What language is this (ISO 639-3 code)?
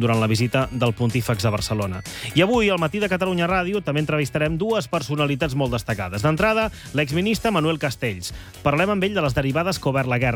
cat